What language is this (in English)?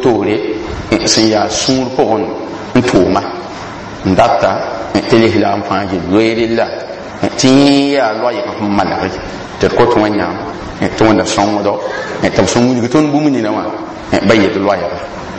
Mossi